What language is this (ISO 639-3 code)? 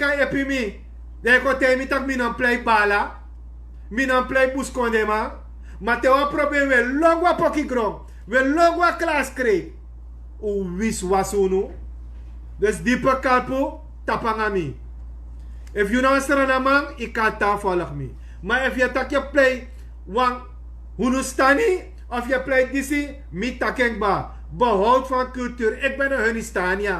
srn